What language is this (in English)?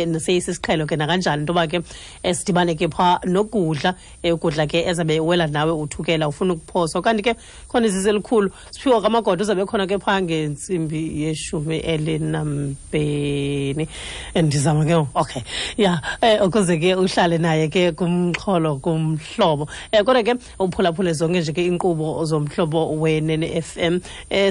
Xhosa